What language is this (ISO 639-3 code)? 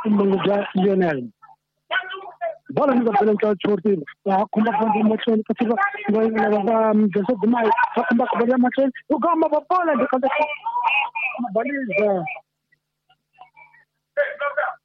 swa